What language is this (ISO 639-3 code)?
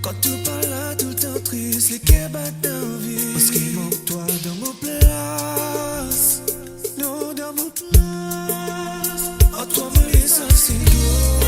mfe